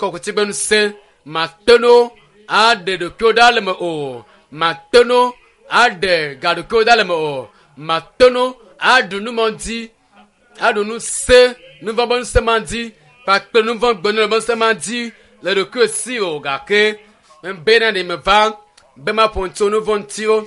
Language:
Ewe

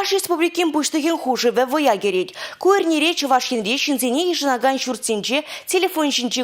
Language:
Chuvash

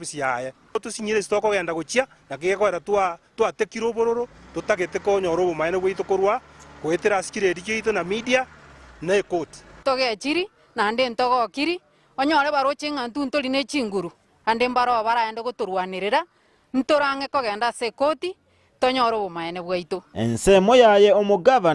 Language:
Gusii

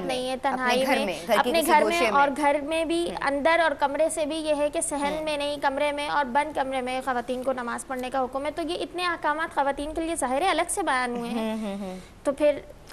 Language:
Urdu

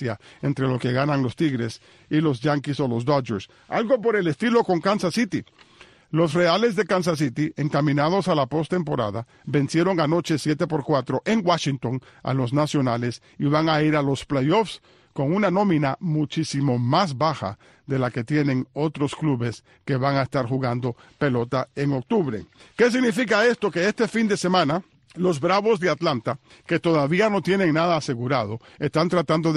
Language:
Spanish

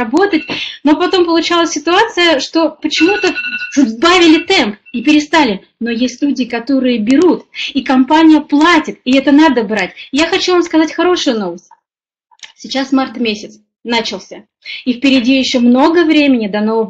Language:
Russian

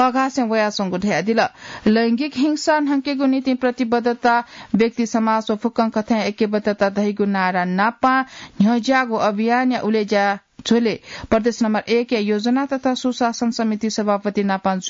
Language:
Newari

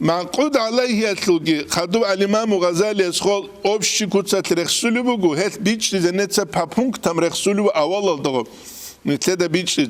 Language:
Avaric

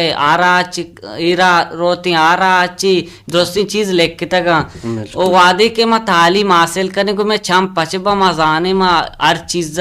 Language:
Baluchi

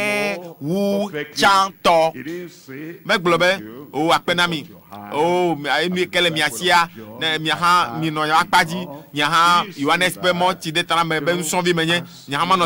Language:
Ewe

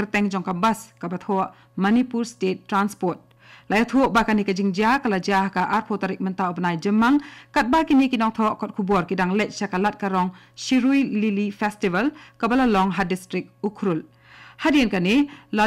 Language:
Khasi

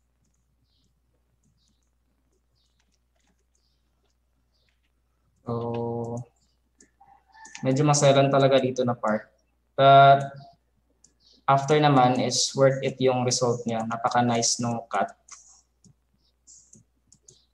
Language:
Filipino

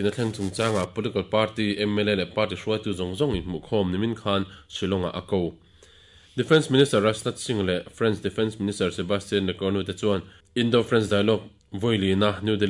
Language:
Mizo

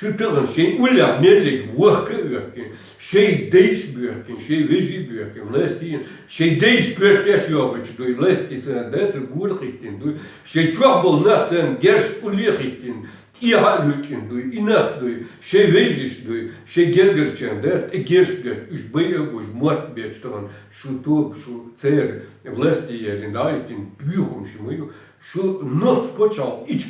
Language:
Chechen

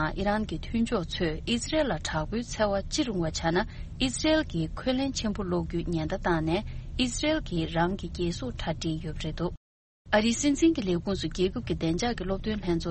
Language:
Tibetan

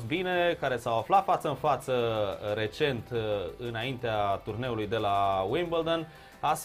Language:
Romanian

